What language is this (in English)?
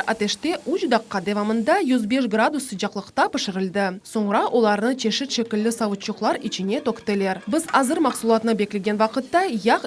Crimean Tatar